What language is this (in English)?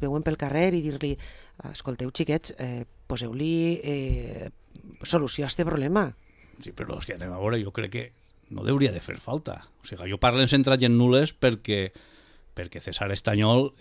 Catalan